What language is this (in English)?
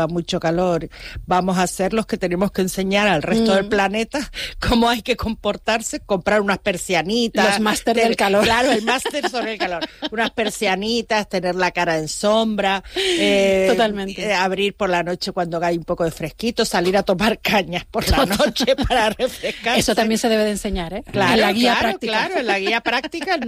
Spanish